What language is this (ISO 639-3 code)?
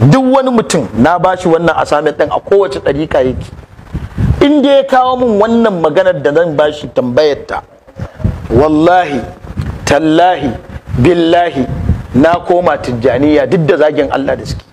hau